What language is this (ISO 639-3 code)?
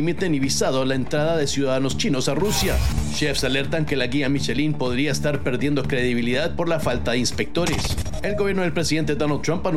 spa